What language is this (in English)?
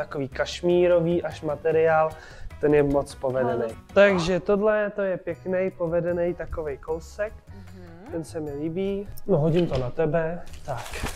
Czech